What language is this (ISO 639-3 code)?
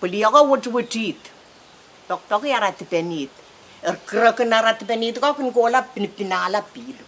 pon